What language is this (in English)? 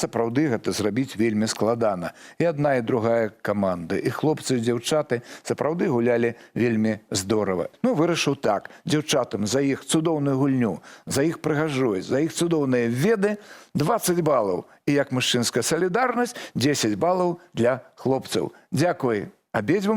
Belarusian